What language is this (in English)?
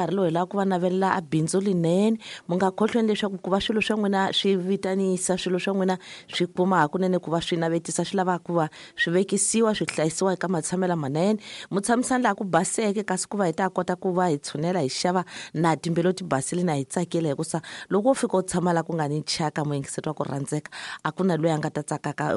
Tsonga